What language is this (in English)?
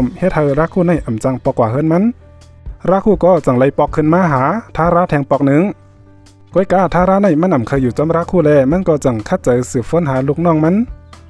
Shan